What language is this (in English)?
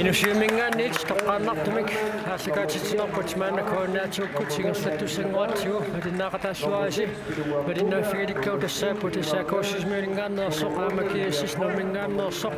Kalaallisut